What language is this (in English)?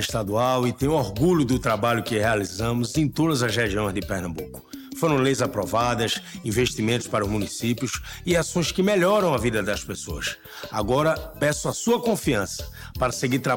Portuguese